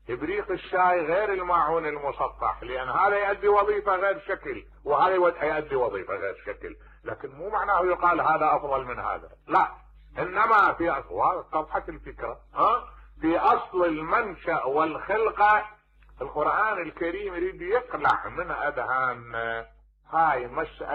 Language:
Mesopotamian Arabic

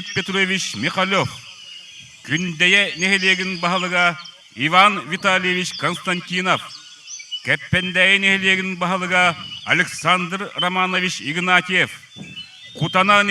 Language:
Yakut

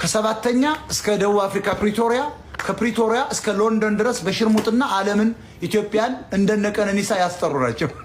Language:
Amharic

